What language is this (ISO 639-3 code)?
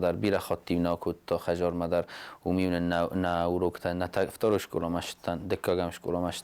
oss